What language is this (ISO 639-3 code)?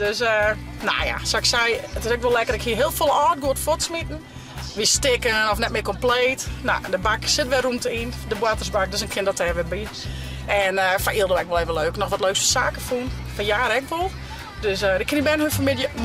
fry